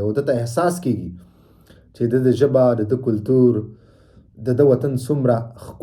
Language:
Pashto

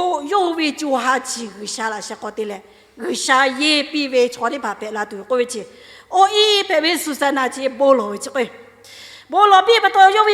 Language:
Lahu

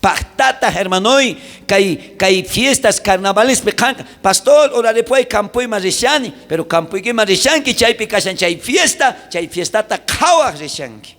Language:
South Bolivian Quechua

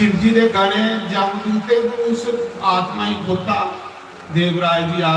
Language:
Dogri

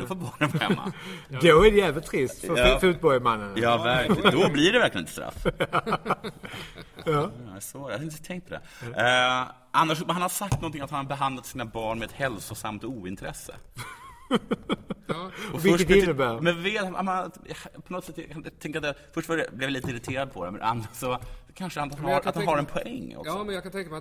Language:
Swedish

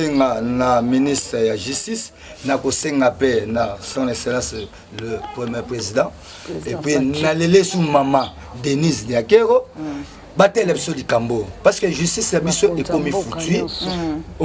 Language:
Lingala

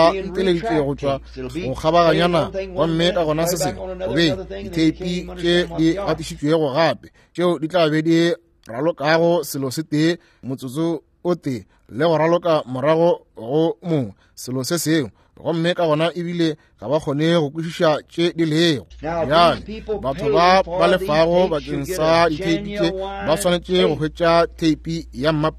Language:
Northern Sotho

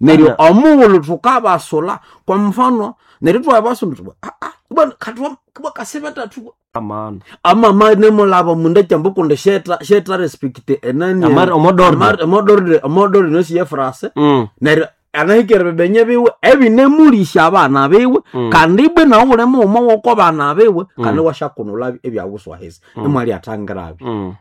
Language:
Nande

